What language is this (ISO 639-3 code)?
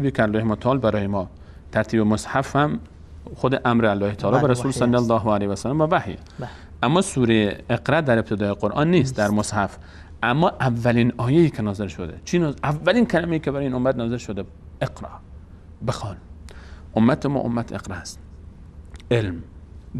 fas